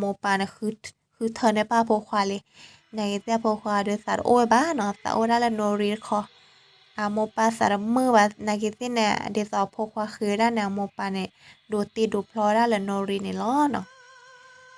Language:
S'gaw Karen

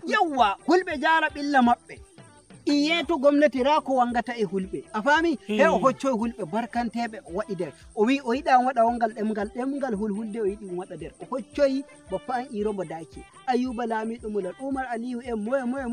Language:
Nigerian Fulfulde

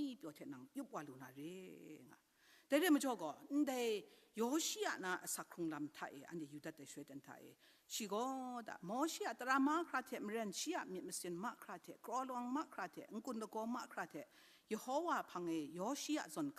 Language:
Kachin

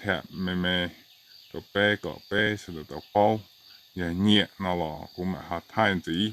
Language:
Hmong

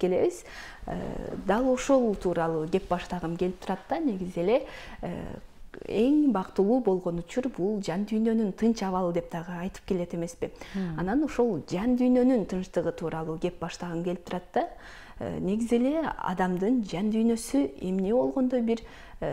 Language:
Kyrgyz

